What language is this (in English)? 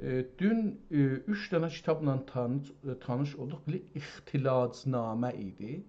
South Azerbaijani